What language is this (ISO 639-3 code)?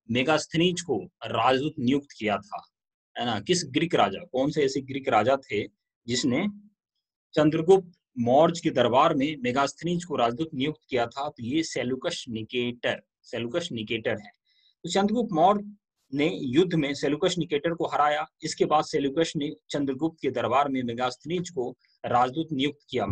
hin